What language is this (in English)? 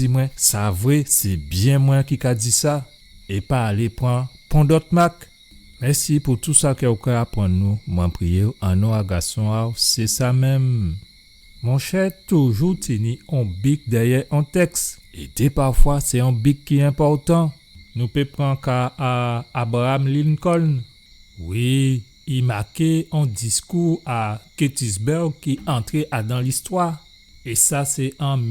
Guadeloupean Creole French